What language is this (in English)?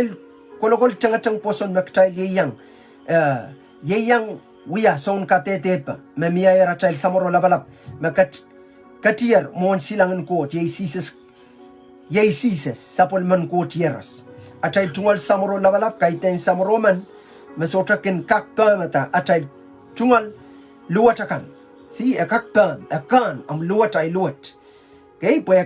Pohnpeian